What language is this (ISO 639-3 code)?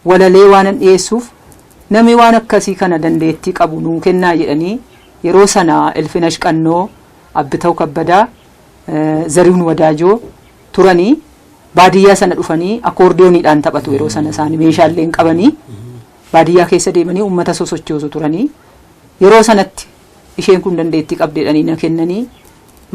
orm